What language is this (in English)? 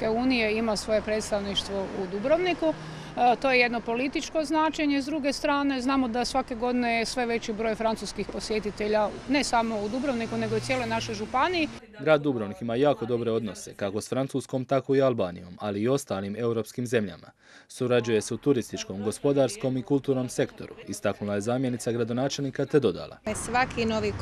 Croatian